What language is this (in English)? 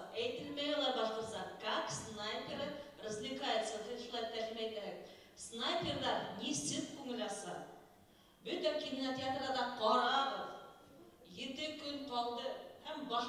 Bashkir